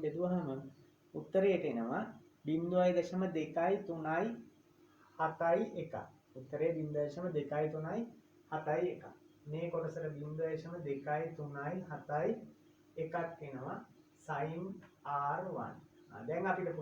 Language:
Sinhala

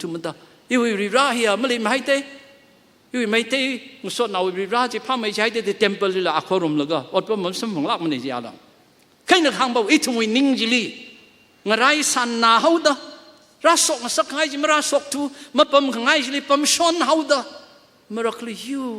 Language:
Tangkhul Naga (India)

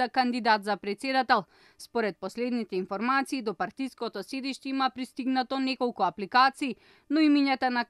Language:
Macedonian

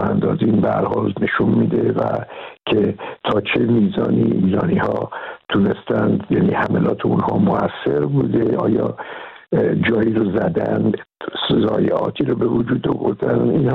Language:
Persian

